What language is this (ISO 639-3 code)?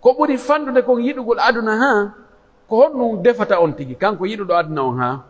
fuf